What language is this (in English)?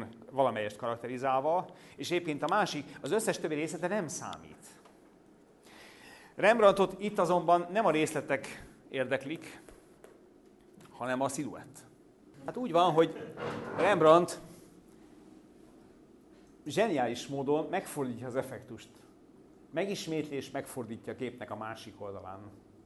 Hungarian